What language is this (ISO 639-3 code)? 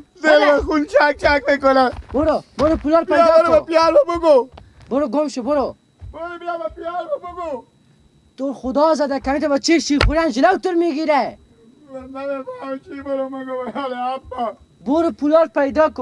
fas